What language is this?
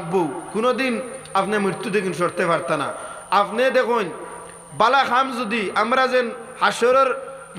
Sylheti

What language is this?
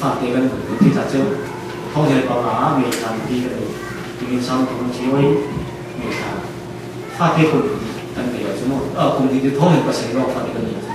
Falam Chin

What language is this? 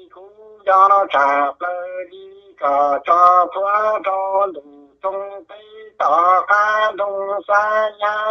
Vietnamese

